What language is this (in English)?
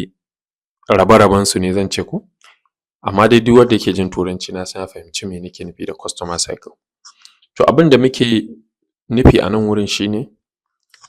Hausa